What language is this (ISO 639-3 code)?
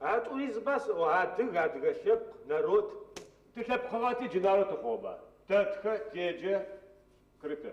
ady